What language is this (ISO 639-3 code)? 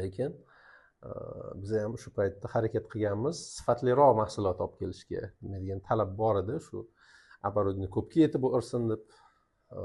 uzb